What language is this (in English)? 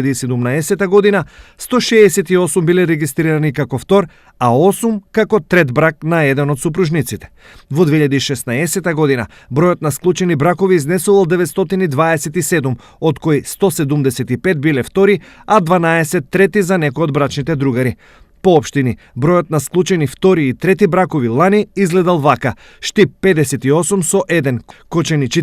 Macedonian